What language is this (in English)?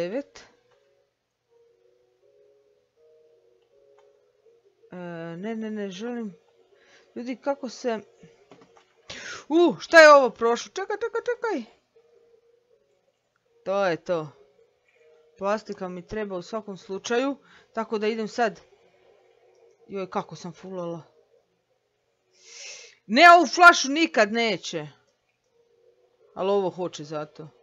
Croatian